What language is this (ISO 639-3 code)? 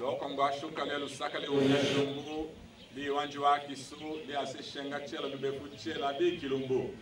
tll